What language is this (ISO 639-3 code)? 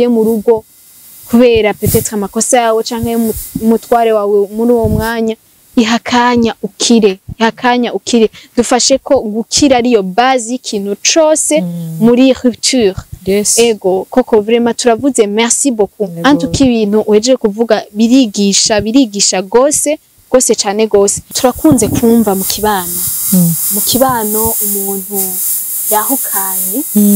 run